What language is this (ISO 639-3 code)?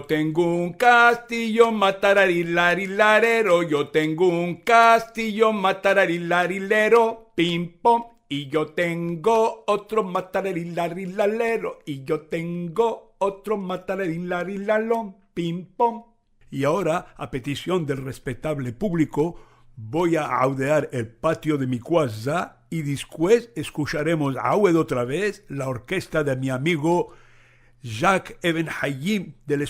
lad